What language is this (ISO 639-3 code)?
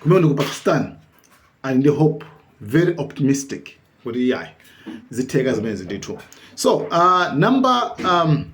nya